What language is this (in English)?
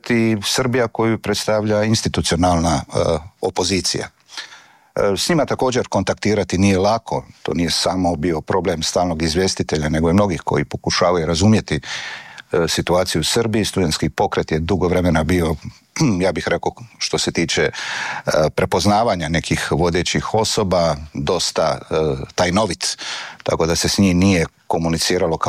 Croatian